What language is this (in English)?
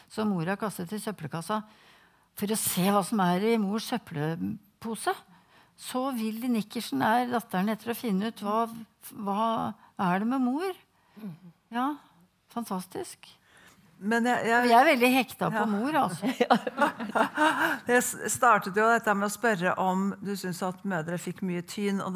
Norwegian